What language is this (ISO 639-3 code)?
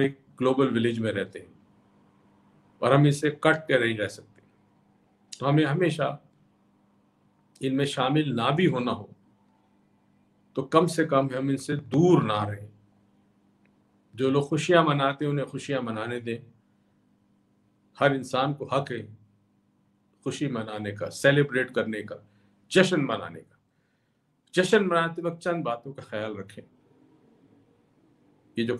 urd